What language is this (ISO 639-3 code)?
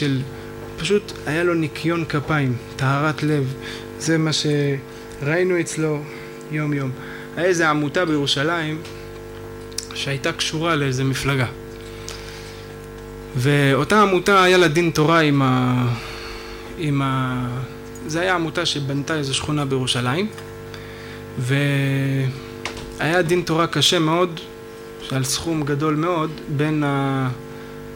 heb